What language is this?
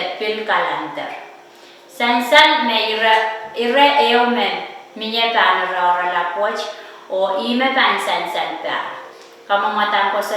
Pohnpeian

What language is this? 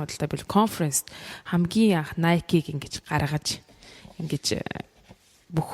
Mongolian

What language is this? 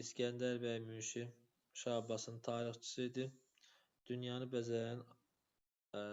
Azerbaijani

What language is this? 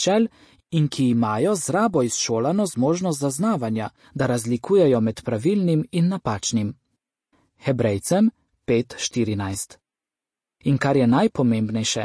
Slovenian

